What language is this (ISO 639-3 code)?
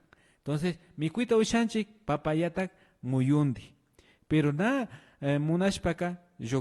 qvi